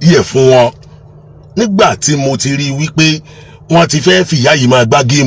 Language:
Yoruba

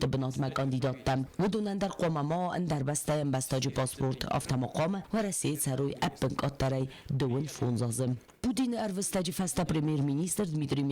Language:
Ossetic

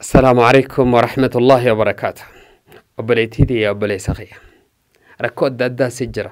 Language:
Oromo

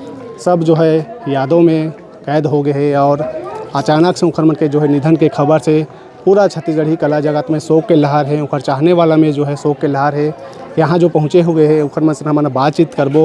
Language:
Chhattisgarhi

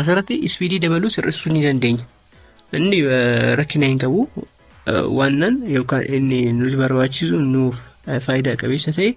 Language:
Oromo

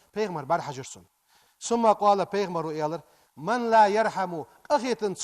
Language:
Ingush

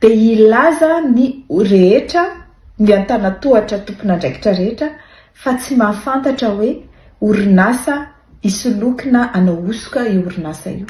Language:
Malagasy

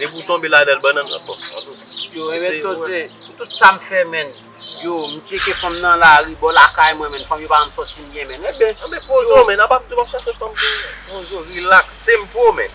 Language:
Haitian Creole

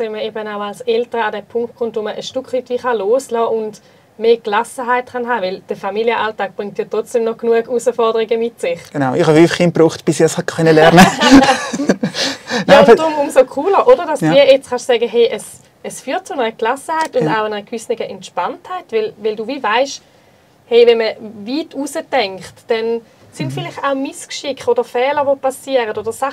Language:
Swiss German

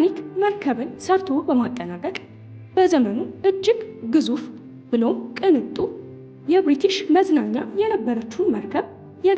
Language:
Amharic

